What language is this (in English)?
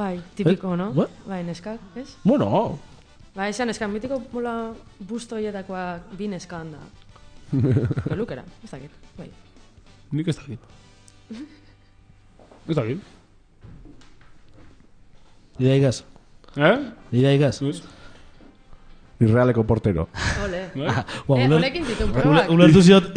Basque